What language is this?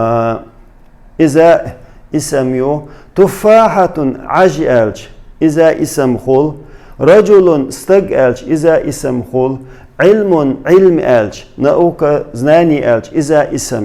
Chechen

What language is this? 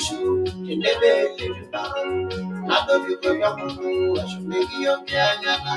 Masai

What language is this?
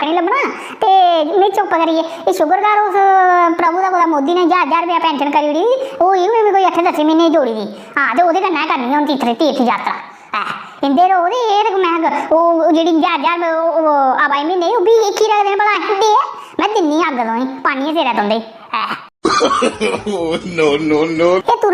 Dogri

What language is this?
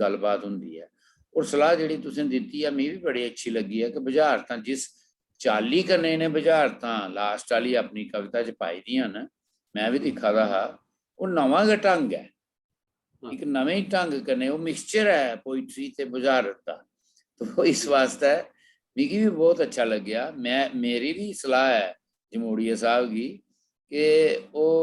Dogri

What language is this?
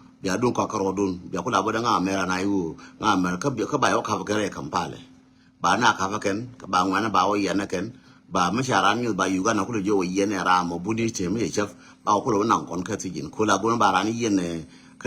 Nuer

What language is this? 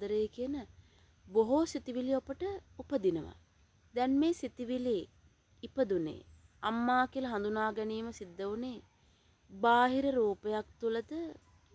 Sinhala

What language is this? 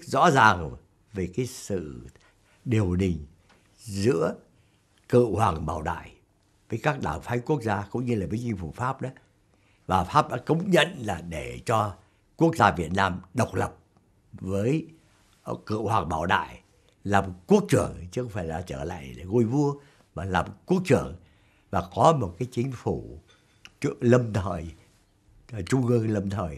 Vietnamese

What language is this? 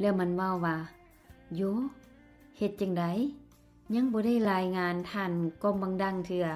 Lao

